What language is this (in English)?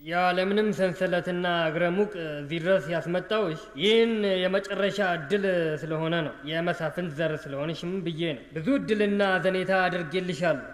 Amharic